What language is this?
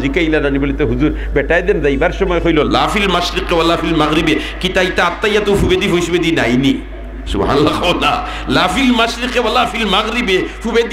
Sylheti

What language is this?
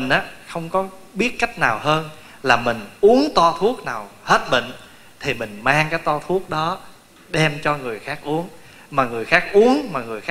Vietnamese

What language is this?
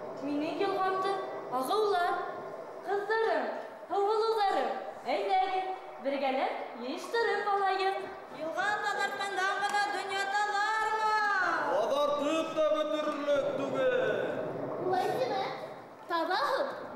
Bashkir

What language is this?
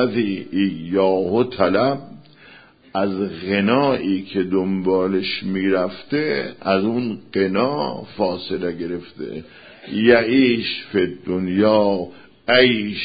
Persian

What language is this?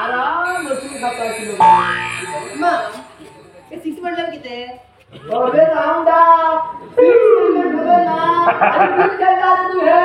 Konkani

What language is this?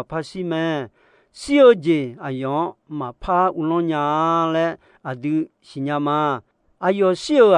Akha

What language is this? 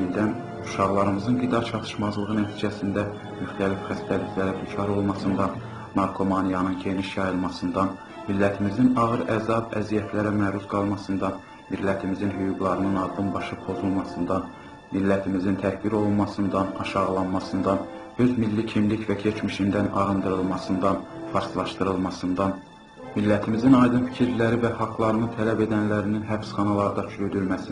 South Azerbaijani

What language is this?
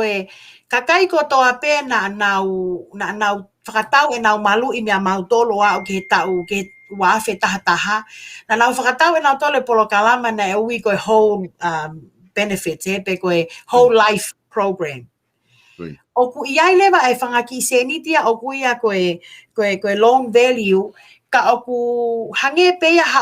Tongan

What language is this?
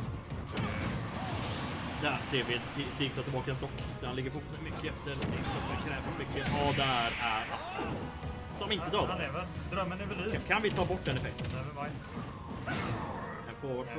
Swedish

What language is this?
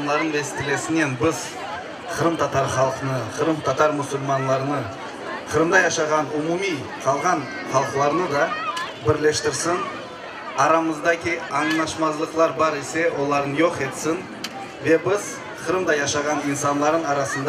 Crimean Tatar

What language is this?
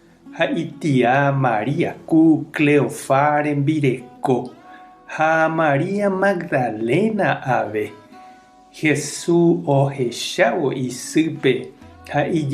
Guarani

